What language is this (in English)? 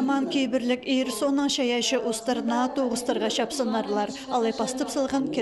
Khakas